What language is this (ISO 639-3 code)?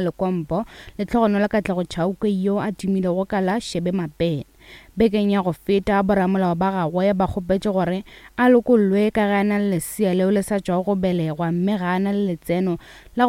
nso